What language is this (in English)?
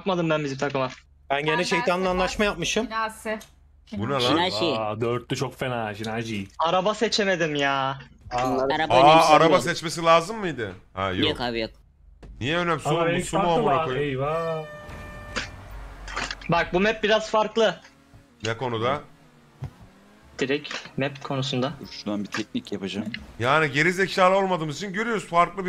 Turkish